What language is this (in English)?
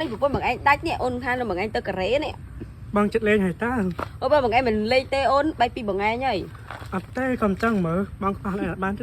Khmer